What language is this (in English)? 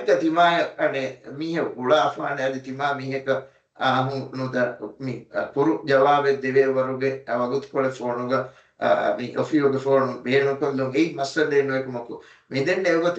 Divehi